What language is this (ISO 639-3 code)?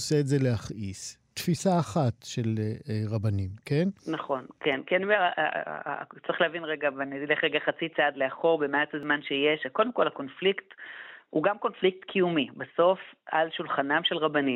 heb